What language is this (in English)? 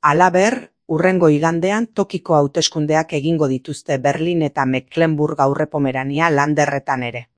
Basque